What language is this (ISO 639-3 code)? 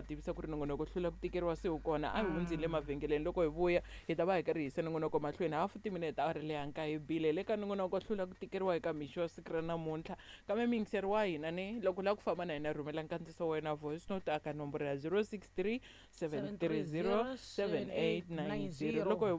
tso